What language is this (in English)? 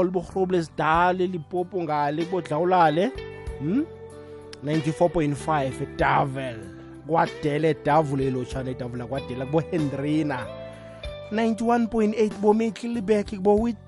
South Ndebele